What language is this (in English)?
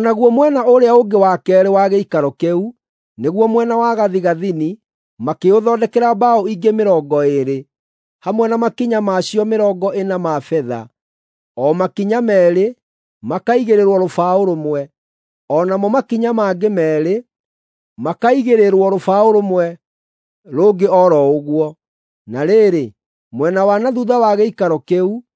Kikuyu